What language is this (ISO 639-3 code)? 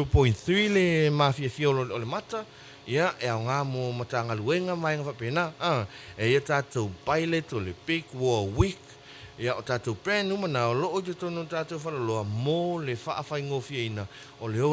smo